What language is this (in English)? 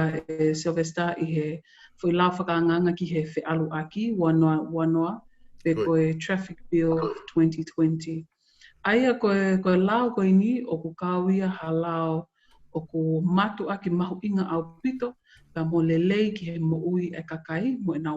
Tongan